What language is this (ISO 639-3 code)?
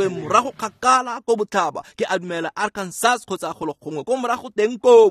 tsn